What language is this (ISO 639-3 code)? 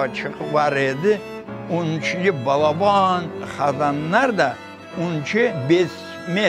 crh